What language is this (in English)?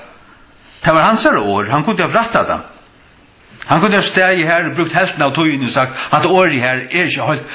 Faroese